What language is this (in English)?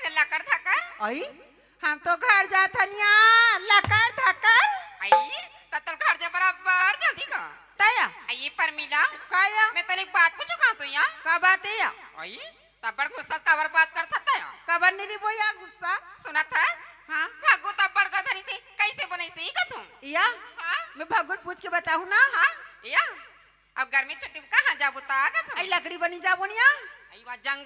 Chhattisgarhi